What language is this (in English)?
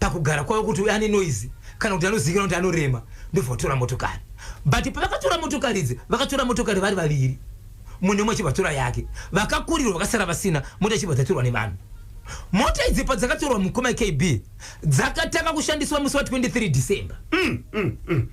Shona